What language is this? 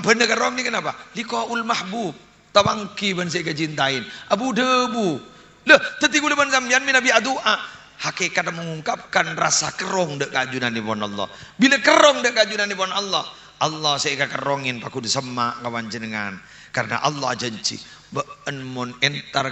Madurese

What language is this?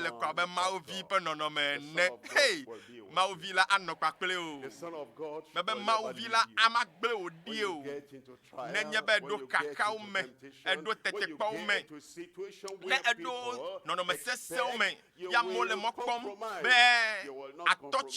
Ewe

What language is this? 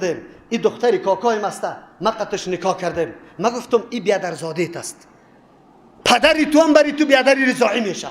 Persian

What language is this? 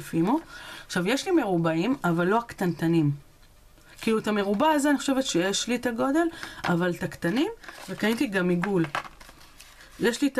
Hebrew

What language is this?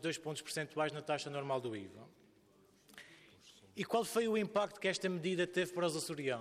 Portuguese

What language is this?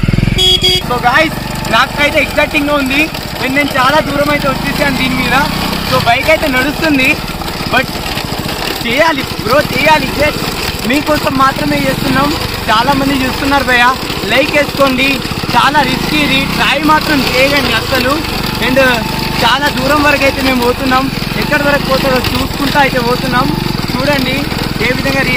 Telugu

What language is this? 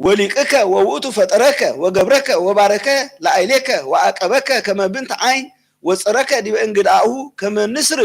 Geez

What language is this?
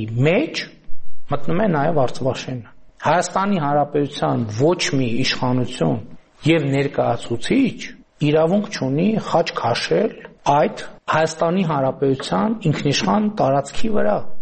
Armenian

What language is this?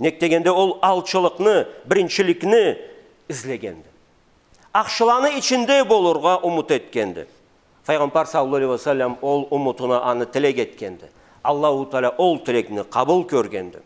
Karachay-Balkar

